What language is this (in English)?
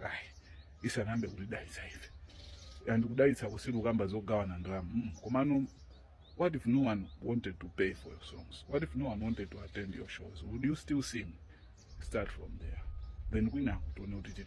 Nyanja